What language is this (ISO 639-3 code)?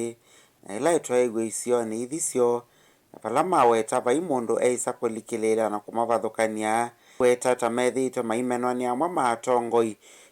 kam